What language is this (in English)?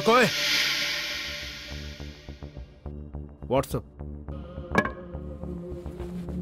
Hindi